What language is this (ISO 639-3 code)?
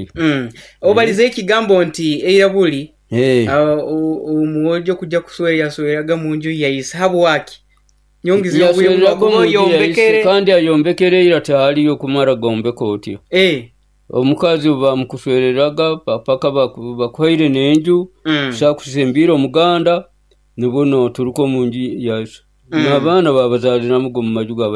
nyo